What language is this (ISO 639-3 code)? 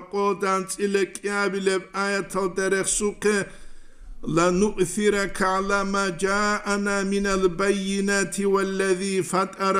ava